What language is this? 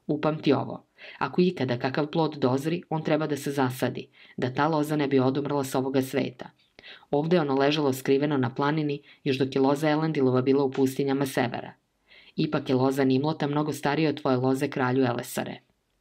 Serbian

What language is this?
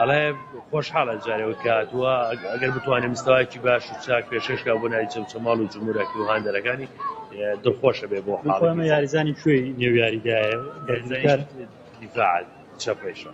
Central Kurdish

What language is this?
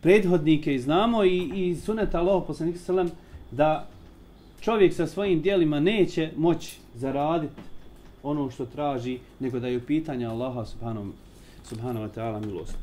Bosnian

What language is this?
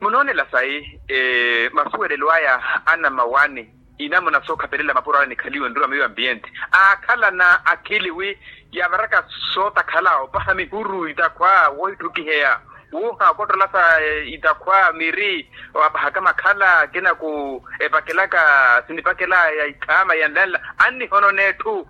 Makhuwa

